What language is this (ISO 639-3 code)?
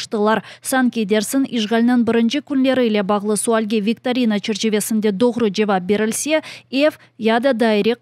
crh